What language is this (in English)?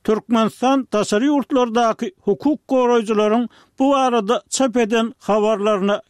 Turkmen